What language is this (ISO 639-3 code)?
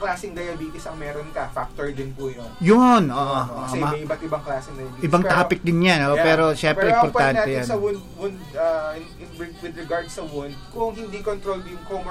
fil